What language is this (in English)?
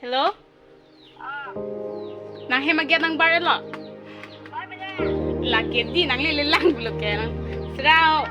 Karbi